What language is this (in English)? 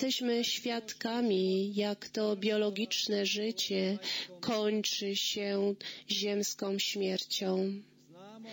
Polish